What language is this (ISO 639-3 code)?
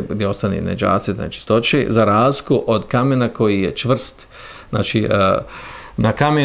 bos